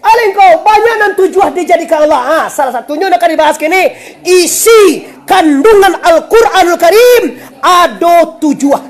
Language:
Minangkabau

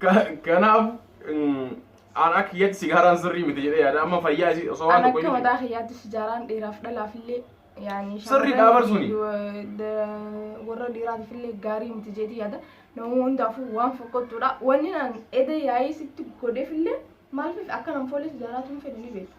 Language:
Oromo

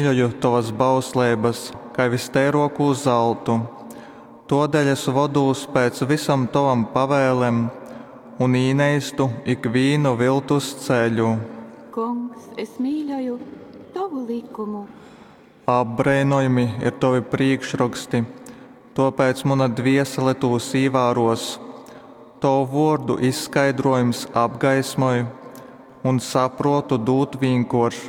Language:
Latgalian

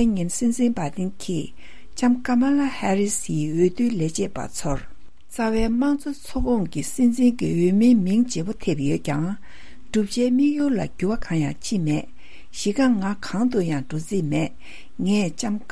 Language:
Tibetan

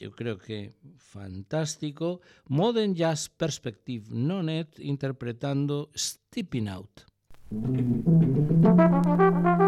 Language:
Galician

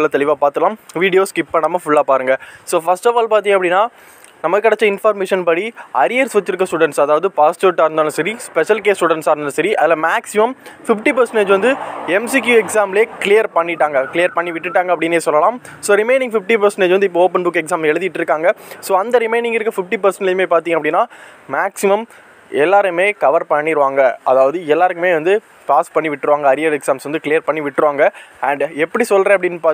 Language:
Tamil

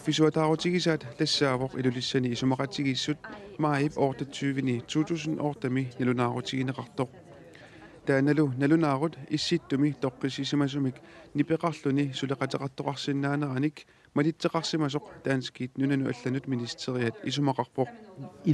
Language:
Kalaallisut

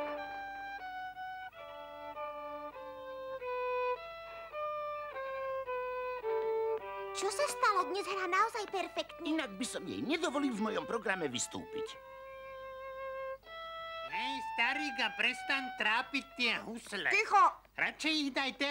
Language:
Slovak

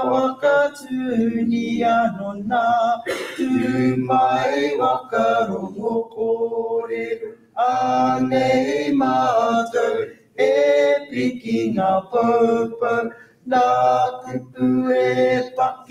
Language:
Māori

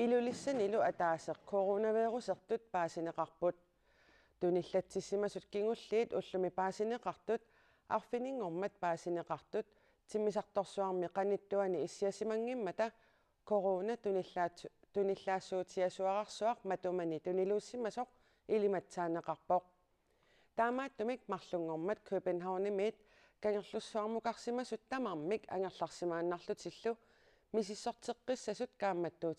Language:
Kalaallisut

